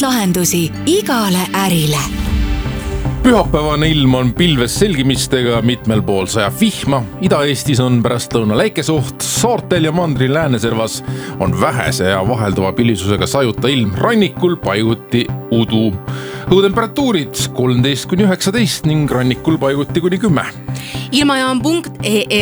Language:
Estonian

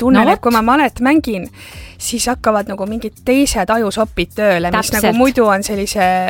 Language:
Estonian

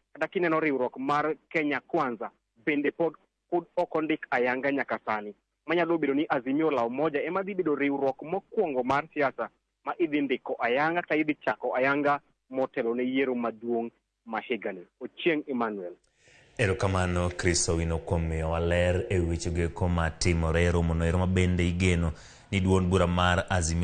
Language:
Luo (Kenya and Tanzania)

